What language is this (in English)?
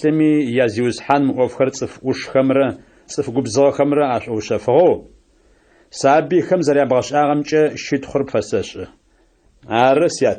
Adyghe